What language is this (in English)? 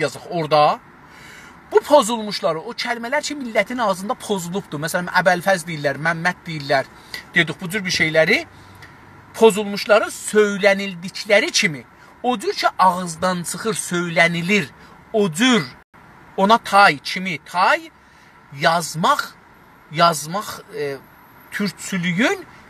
South Azerbaijani